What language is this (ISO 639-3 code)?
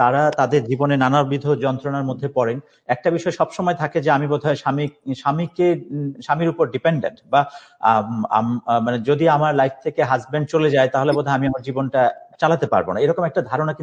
ben